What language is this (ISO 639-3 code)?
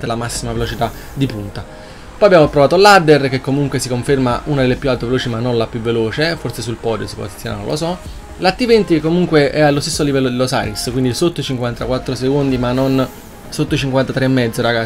ita